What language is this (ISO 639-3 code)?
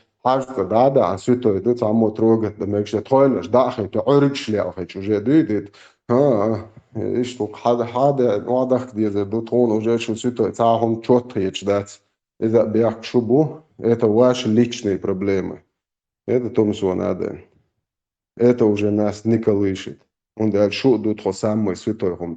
che